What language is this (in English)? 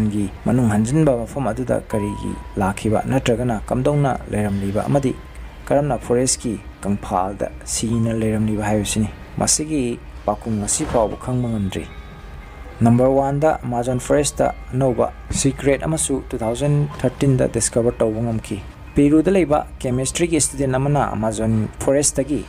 Manipuri